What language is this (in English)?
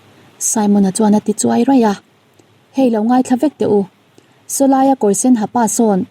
Mizo